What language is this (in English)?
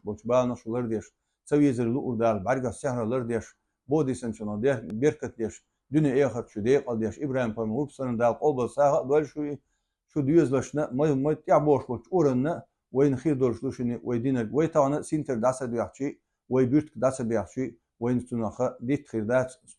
Chechen